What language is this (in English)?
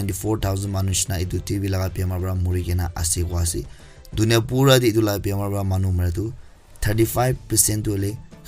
Naga Pidgin